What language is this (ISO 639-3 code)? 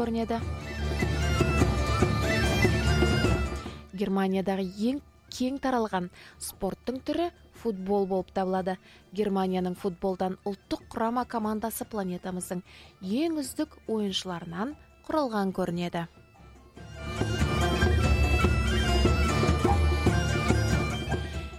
kaz